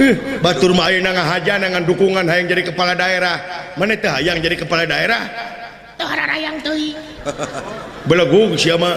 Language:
Sundanese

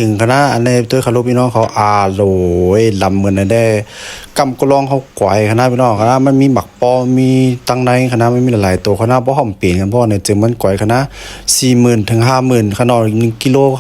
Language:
Shan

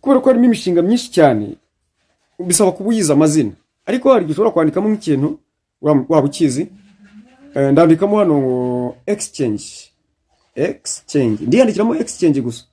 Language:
Kinyarwanda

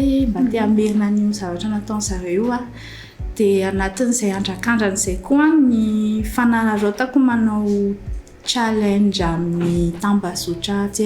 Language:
Malagasy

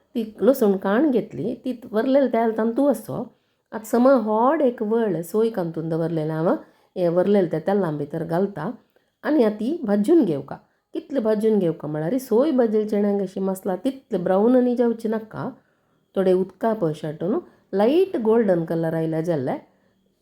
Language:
Konkani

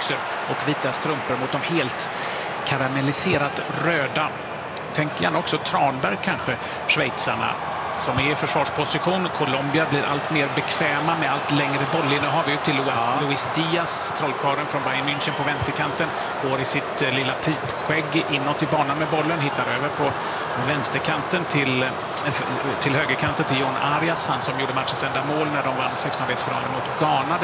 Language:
Swedish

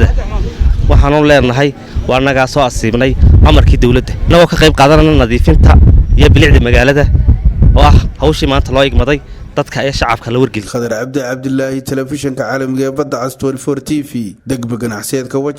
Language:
Somali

